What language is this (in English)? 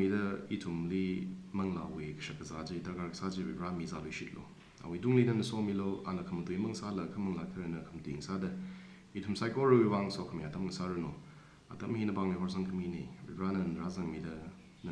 Tangkhul Naga (India)